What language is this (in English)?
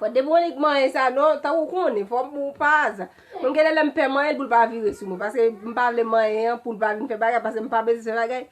Haitian Creole